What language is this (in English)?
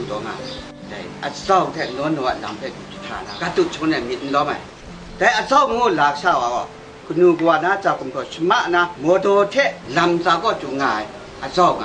Kachin